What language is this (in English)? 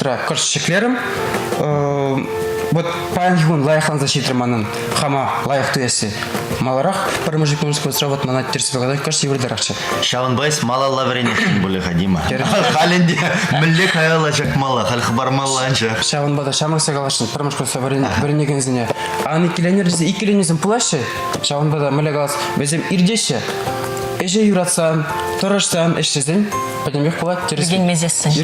Chuvash